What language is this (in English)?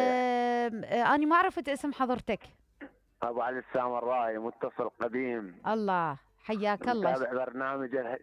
Mesopotamian Arabic